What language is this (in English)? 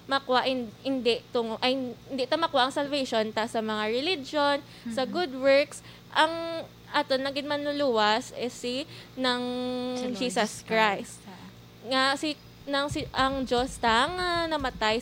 Hiligaynon